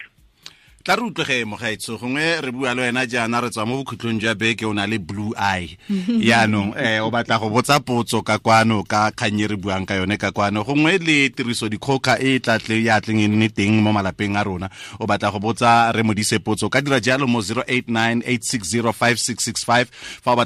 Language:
Tswana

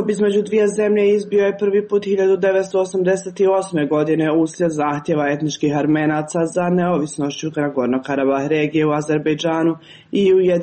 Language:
Serbian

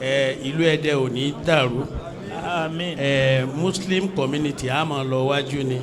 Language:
Yoruba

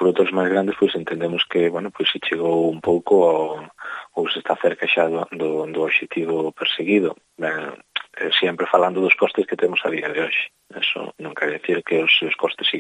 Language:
Galician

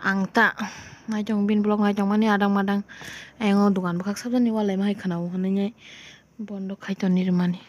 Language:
Kok Borok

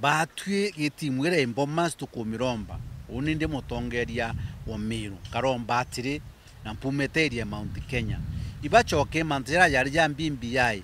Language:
Meru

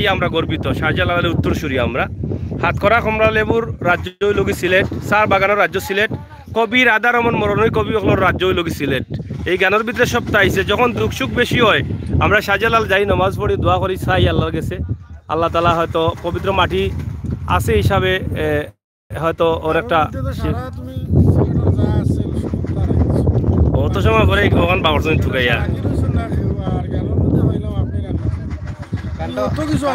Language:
Sylheti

